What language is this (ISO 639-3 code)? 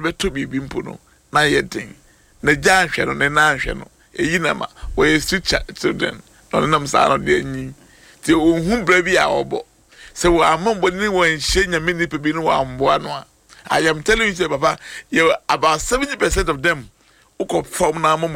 aka